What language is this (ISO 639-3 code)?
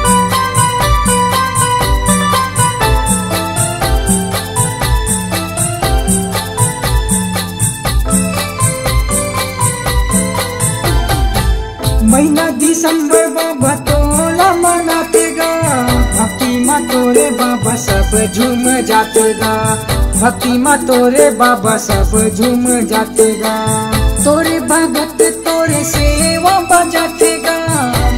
hne